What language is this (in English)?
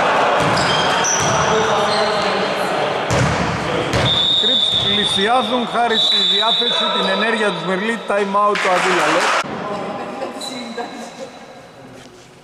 Greek